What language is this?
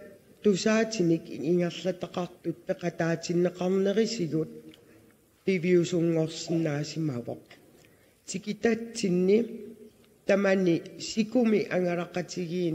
Kalaallisut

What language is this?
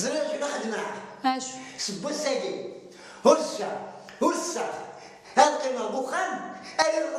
Kabyle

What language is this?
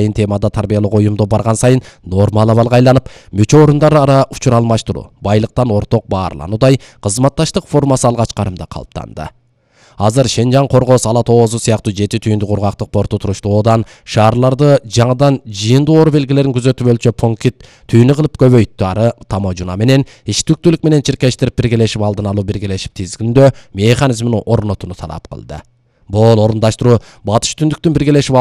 Kyrgyz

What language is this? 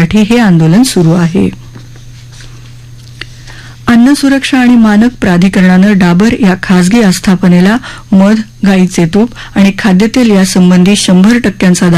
Marathi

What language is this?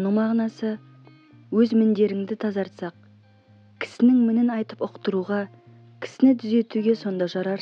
Kazakh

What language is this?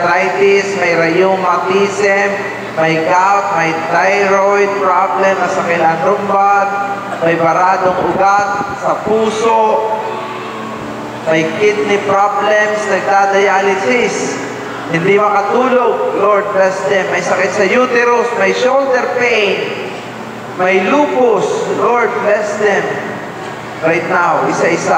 Filipino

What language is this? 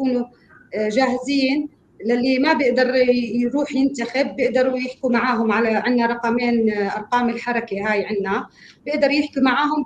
North Levantine Arabic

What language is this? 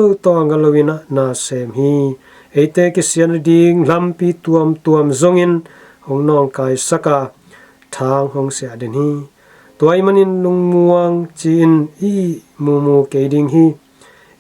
Tedim Chin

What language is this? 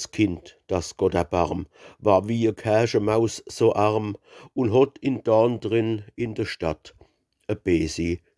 Palatine German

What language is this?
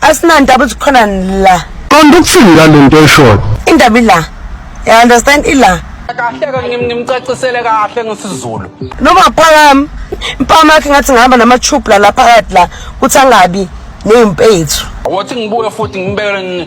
Zulu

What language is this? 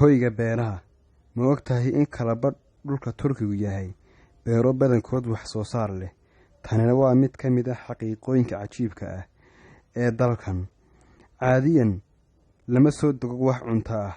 Somali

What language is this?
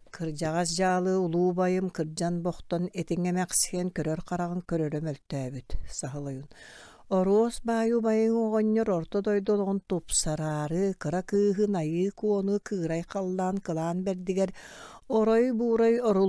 Yakut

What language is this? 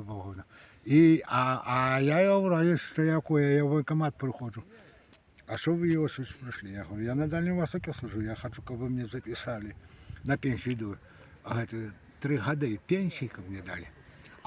Belarusian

